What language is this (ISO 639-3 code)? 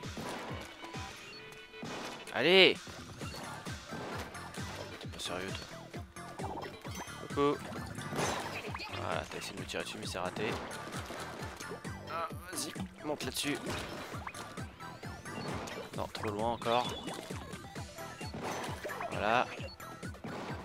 fra